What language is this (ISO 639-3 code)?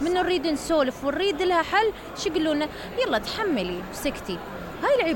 acm